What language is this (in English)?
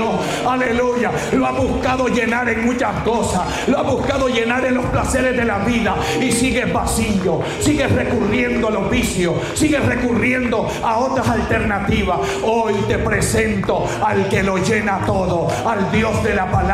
Spanish